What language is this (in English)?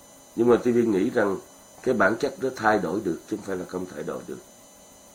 Vietnamese